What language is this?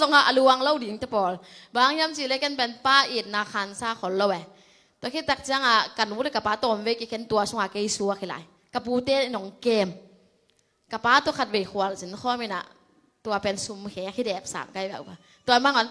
Tedim Chin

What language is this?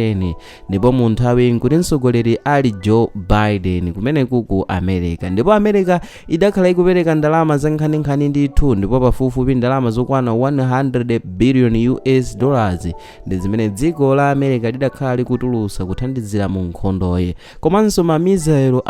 Nyanja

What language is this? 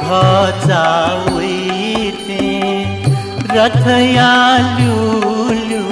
Newari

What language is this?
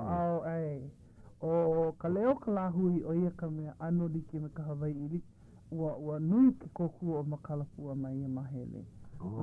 Hawaiian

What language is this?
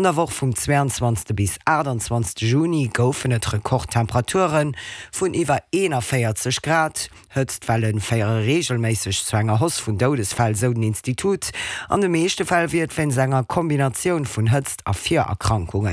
Luxembourgish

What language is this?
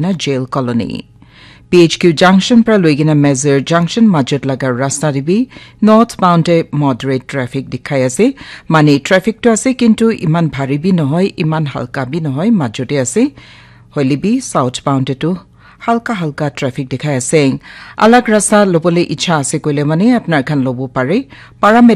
Naga Pidgin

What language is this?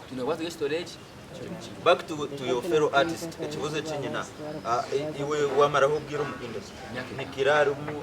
Nyankole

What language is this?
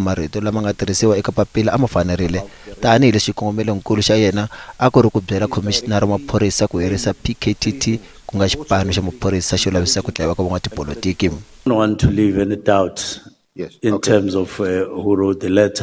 Tsonga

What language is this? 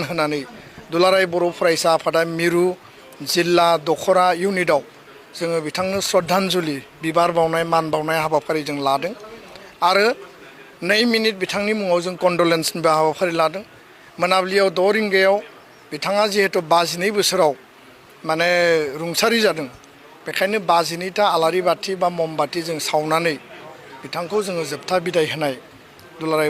Bodo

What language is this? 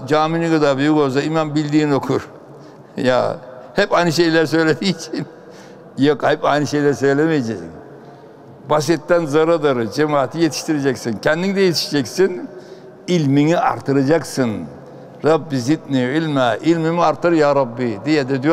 Turkish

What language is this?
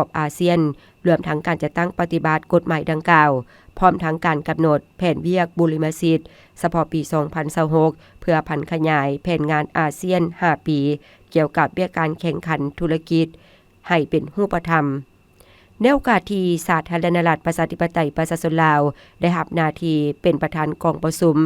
Lao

